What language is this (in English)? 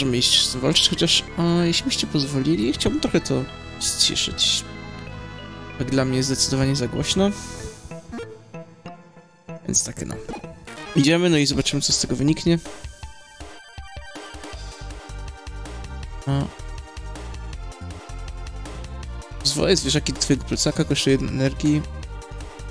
Polish